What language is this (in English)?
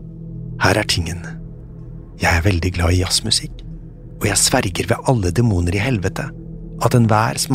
Norwegian